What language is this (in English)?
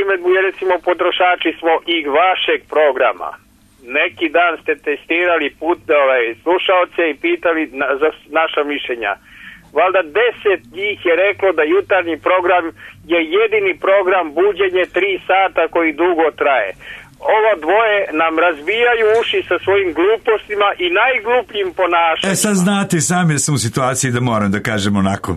Serbian